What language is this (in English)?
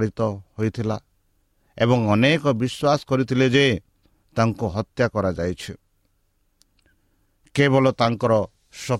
Odia